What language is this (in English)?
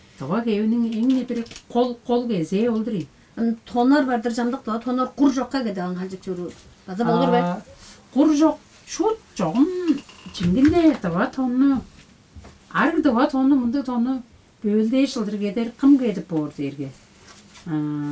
Tuvinian